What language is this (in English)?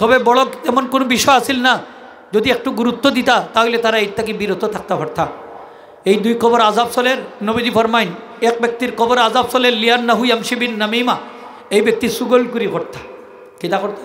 Sylheti